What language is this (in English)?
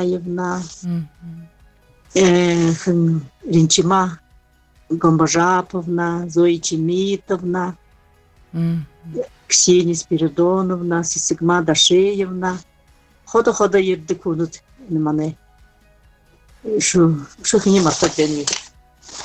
Buriat